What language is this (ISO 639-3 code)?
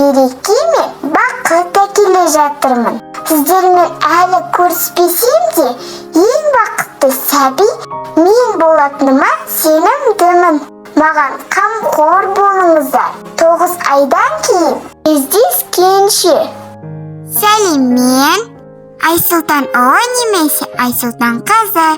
kaz